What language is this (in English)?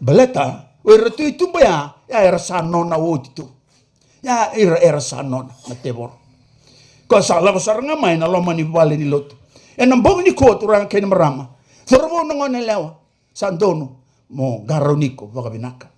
Fijian